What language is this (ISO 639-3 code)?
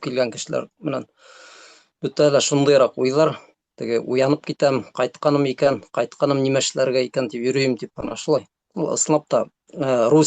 bak